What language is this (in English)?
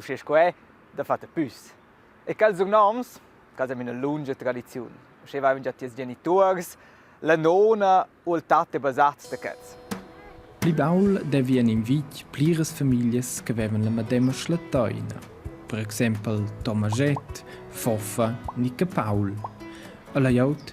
Romansh